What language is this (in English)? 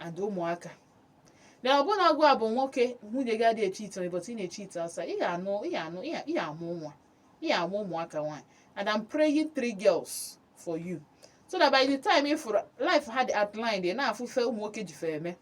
Igbo